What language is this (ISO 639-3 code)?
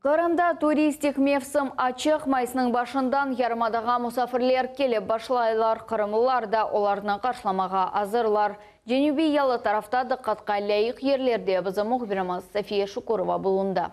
crh